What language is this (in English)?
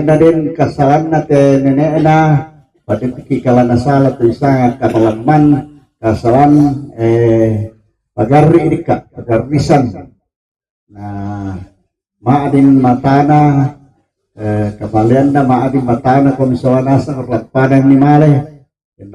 Toraja-Sa'dan